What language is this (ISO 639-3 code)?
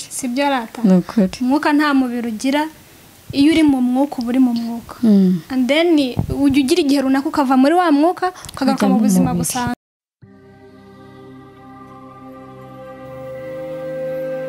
kin